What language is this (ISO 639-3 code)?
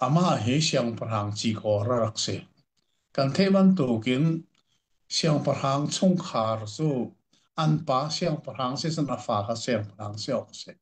cnh